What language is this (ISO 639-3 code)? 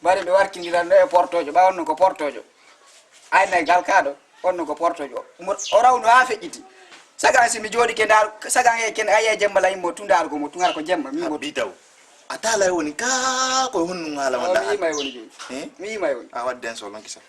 ful